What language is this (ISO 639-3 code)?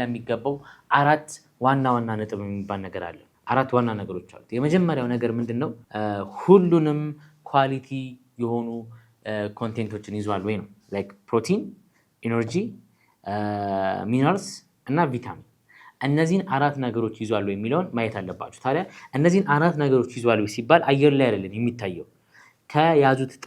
amh